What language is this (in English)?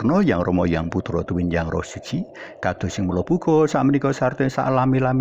Javanese